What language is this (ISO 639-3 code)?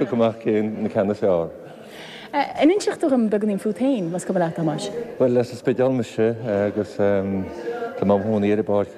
gle